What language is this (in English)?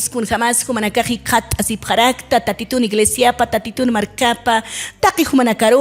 Aymara